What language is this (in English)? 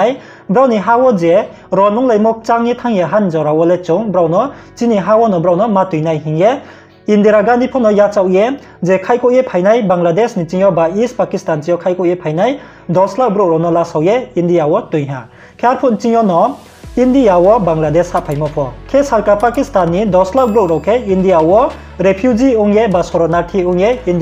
Riang (India)